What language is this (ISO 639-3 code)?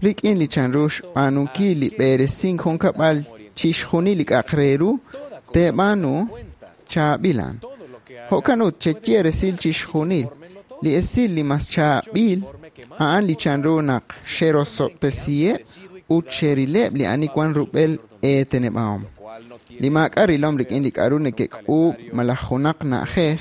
kek